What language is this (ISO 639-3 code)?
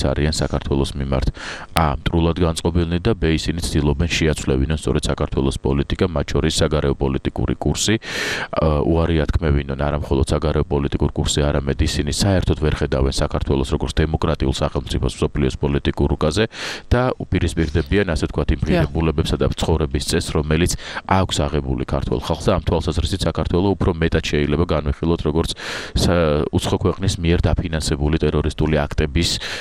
kat